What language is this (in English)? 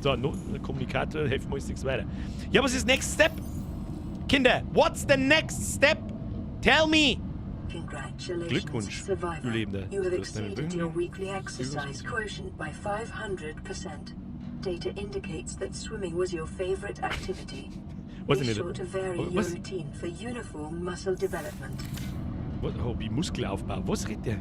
Bavarian